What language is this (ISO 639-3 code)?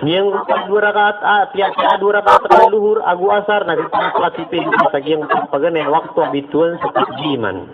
mrw